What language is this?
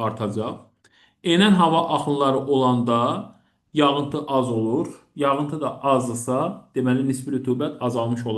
Azerbaijani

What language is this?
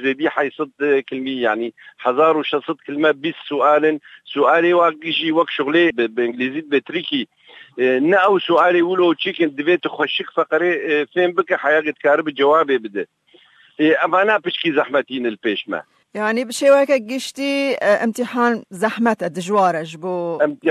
Kurdish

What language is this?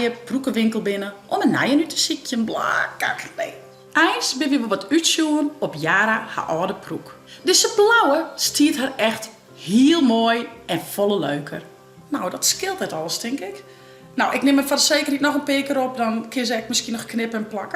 Western Frisian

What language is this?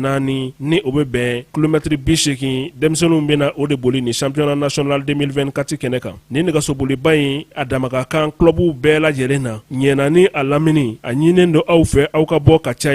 Bambara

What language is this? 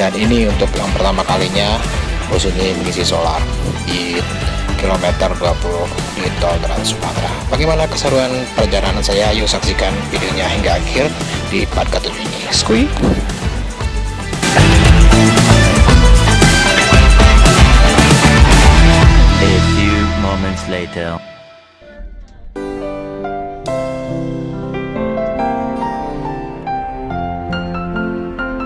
Indonesian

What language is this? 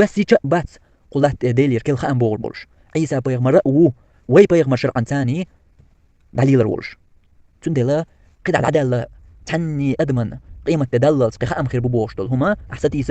Chechen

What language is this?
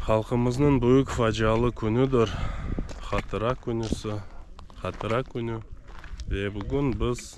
Crimean Tatar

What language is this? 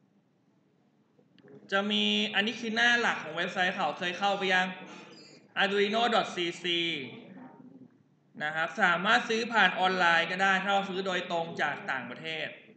Thai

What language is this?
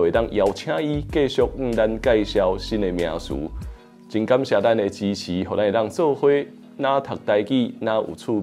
Min Nan Chinese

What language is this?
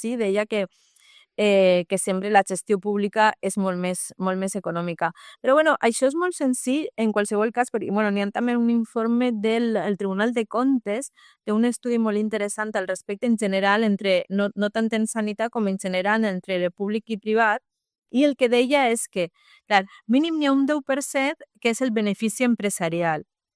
Catalan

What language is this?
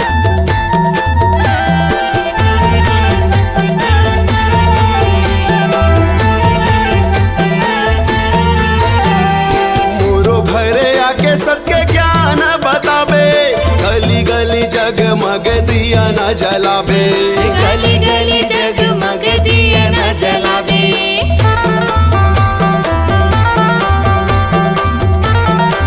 Chhattisgarhi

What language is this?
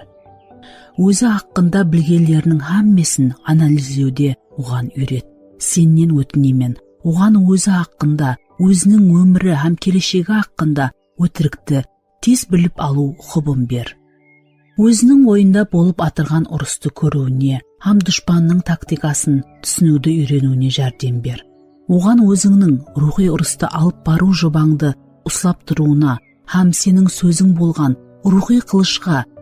Kara-Kalpak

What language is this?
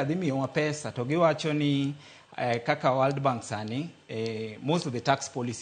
Luo (Kenya and Tanzania)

